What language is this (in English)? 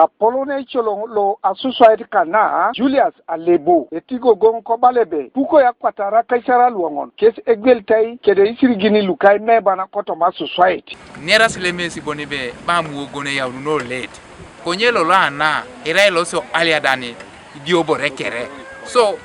Teso